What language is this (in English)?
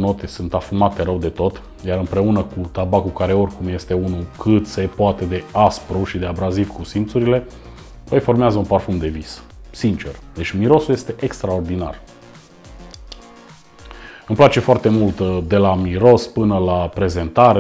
Romanian